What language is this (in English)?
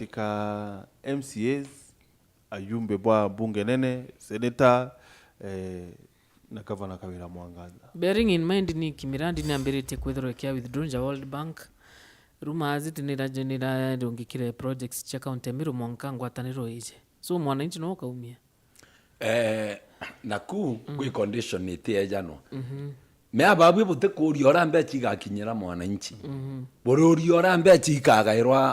Meru